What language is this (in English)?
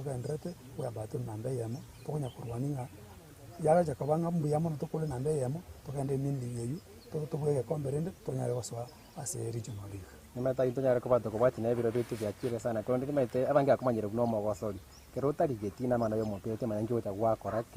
Gusii